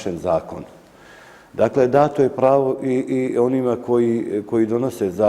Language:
Bosnian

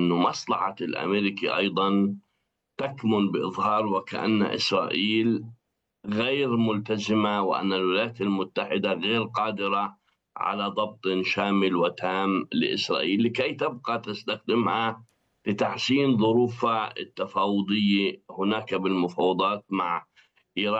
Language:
Arabic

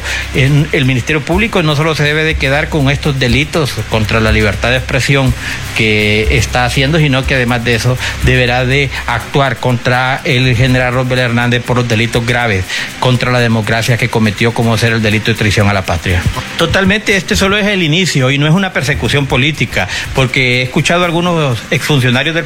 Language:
Spanish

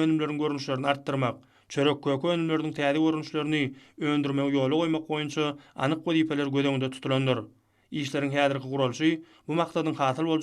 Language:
Turkmen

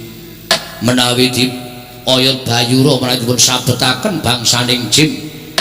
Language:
Javanese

